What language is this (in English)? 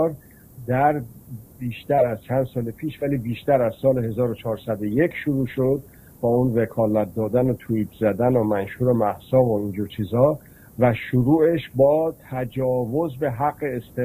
Persian